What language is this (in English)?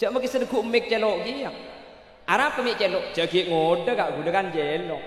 Madurese